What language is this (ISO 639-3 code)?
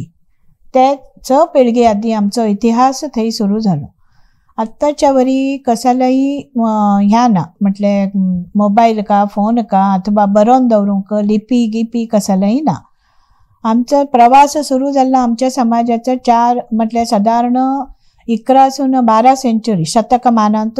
kok